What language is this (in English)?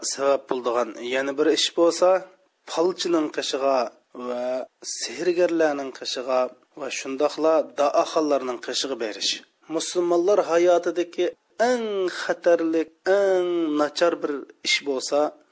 Uyghur